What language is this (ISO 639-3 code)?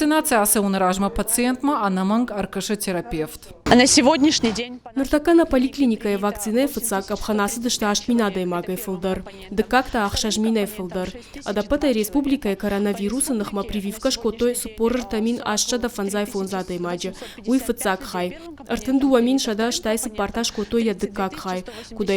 oss